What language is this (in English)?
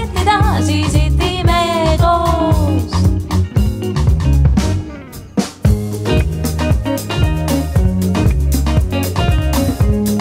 Estonian